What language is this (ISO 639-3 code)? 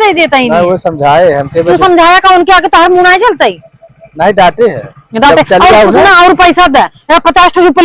awa